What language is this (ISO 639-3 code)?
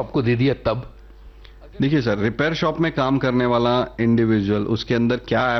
hin